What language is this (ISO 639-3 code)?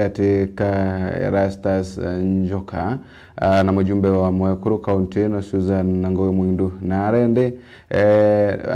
mer